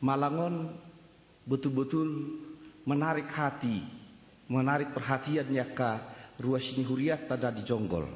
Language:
Batak Toba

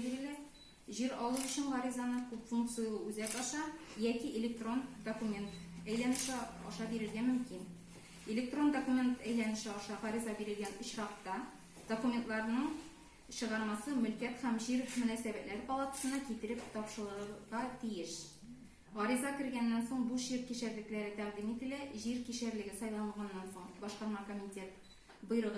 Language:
Tatar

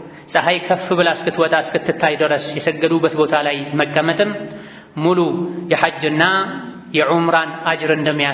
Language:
Amharic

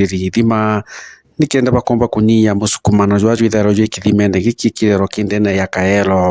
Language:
Meru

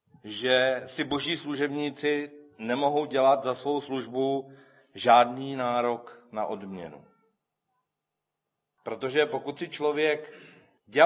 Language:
Czech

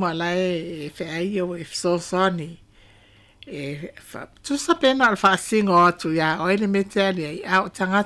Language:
Samoan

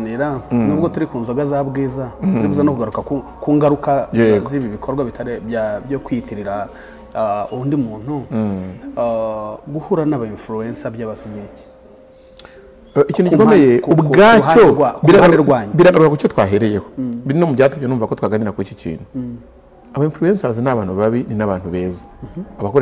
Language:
Kinyarwanda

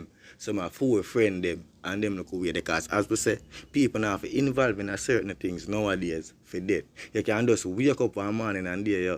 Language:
Jamaican Creole English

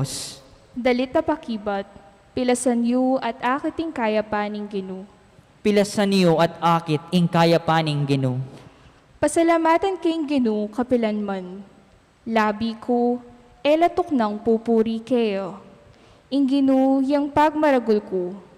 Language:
Pampanga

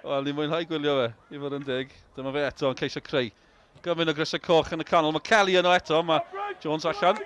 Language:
Welsh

